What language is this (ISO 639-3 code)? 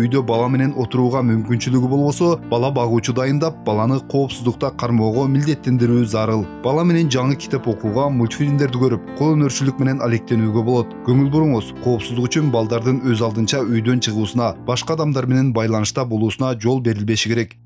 kir